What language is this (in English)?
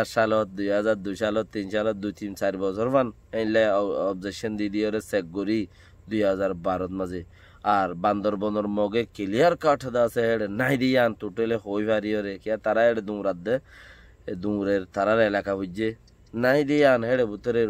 Rohingya